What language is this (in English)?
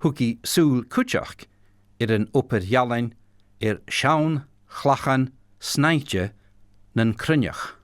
Scottish Gaelic